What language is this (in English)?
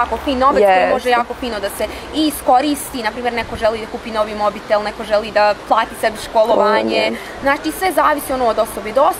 Bosnian